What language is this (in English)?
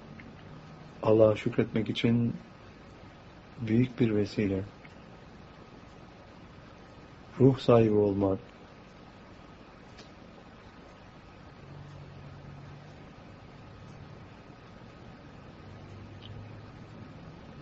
Turkish